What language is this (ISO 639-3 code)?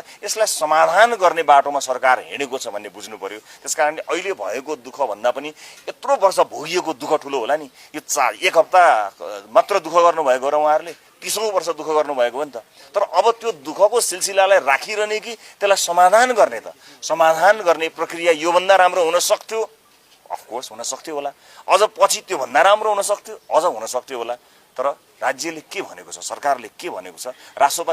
nep